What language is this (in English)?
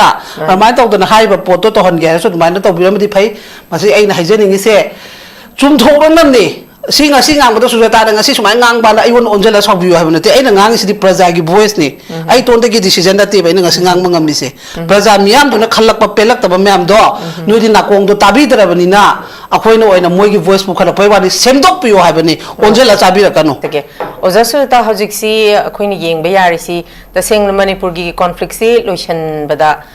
Manipuri